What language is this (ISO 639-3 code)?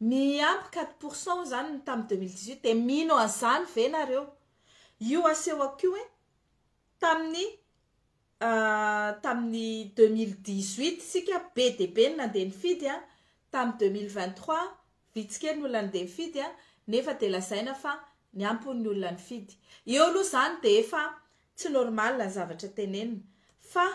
mlg